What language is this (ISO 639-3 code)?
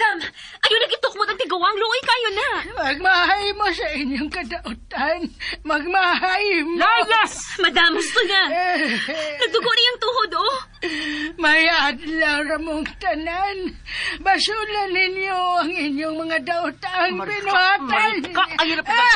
ceb